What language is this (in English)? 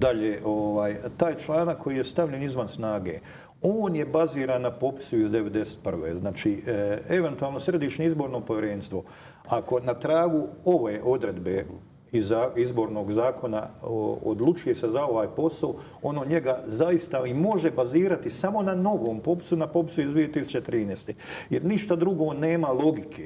Croatian